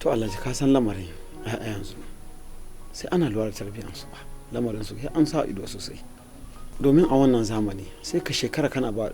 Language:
Hausa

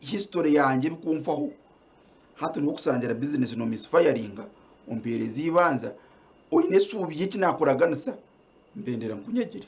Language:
Nyankole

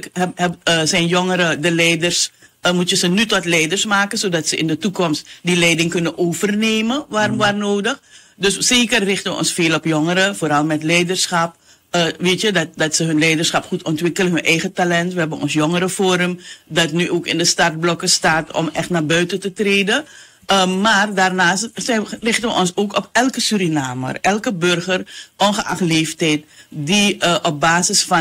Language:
Dutch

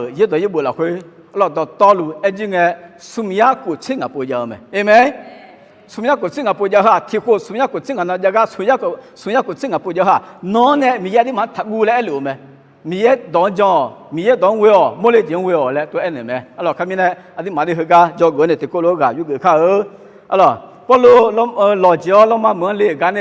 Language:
Akha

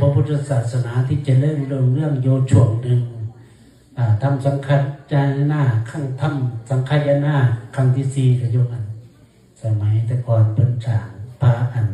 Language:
Northeastern Thai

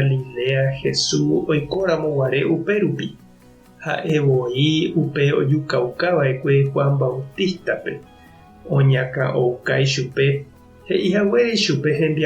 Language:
Guarani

